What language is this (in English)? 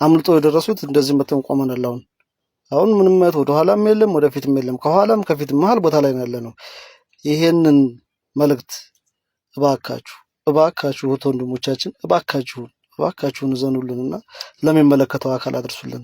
Amharic